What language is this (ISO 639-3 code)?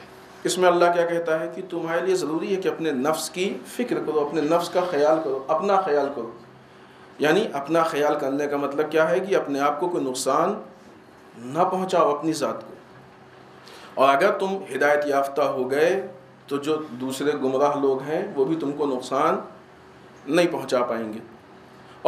urd